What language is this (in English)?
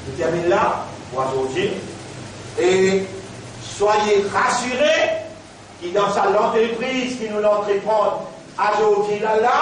Morisyen